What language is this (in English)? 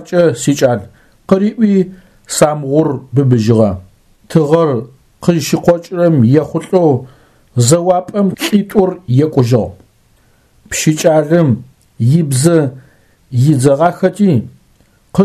Adyghe